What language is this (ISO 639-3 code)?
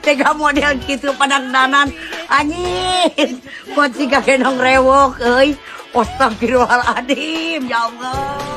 sun